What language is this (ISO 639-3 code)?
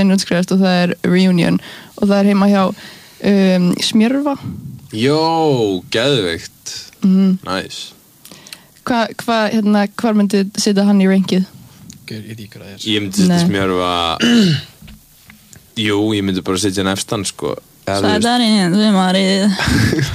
isl